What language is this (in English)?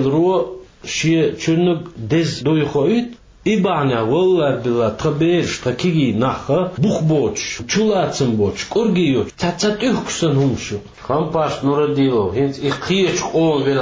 Chechen